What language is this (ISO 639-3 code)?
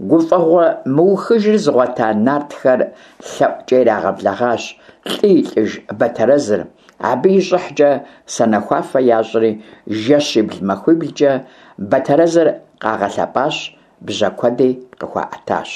kbd